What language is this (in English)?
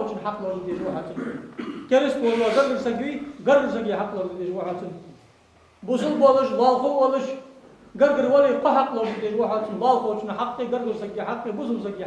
Ingush